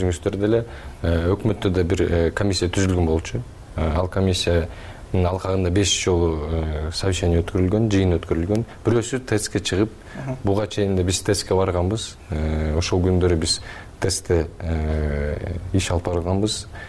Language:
Kyrgyz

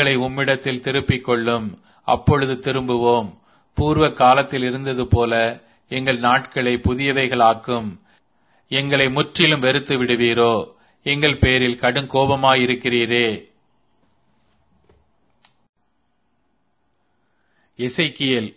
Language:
Tamil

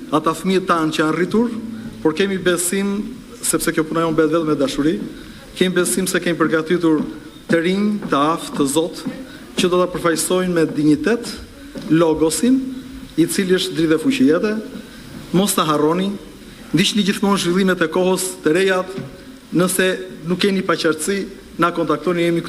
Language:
Albanian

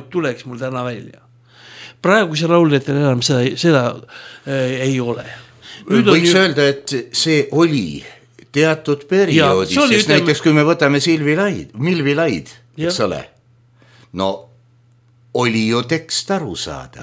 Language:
Estonian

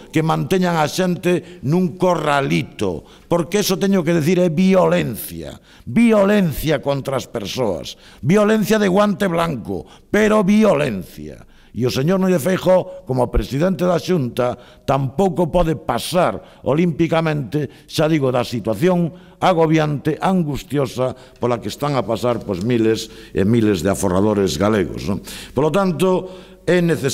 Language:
Galician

